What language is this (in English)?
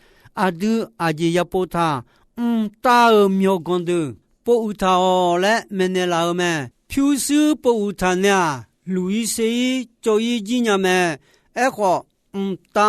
Akha